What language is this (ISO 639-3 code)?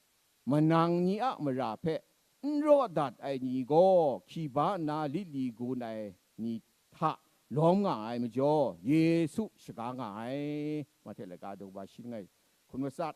kac